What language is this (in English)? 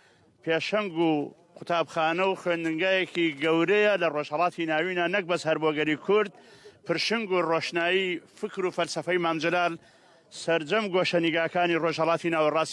Central Kurdish